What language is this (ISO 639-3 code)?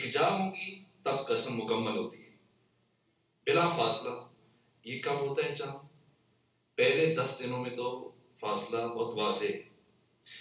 urd